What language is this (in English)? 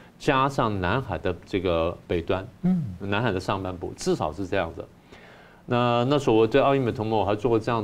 Chinese